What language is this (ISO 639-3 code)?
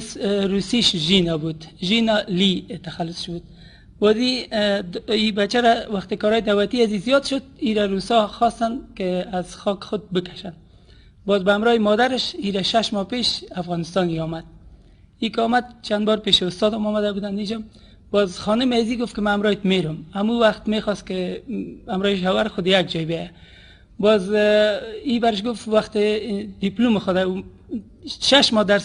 fas